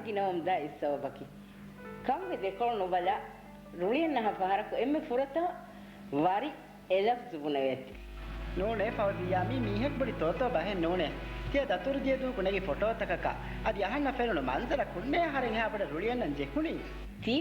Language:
Divehi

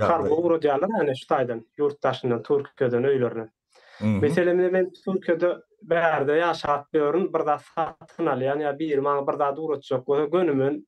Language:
Turkmen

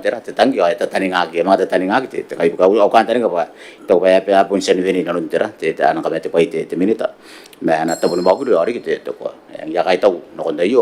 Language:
Gilbertese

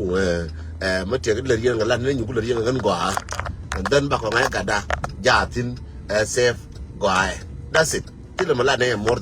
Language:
Nuer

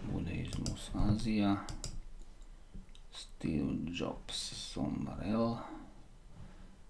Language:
Slovak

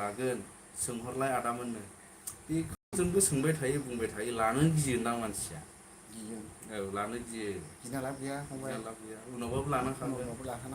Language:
Bodo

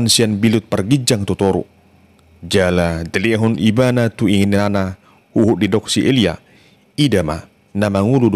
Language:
Batak Toba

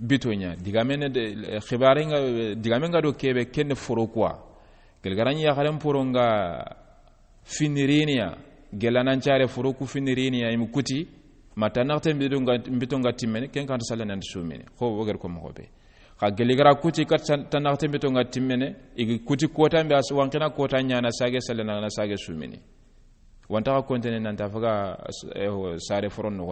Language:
Soninke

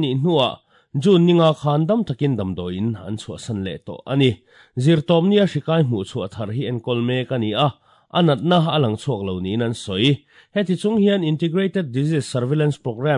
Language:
Mizo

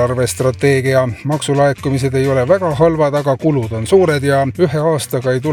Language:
Estonian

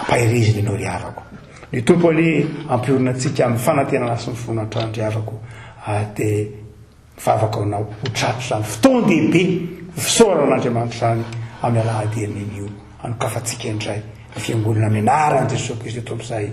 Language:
Malagasy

